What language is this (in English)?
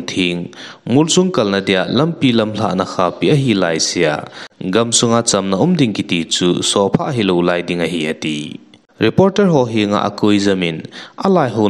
Thado Chin